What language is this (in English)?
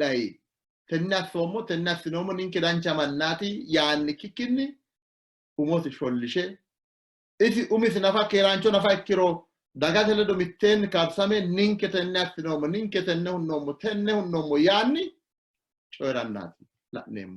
Sidamo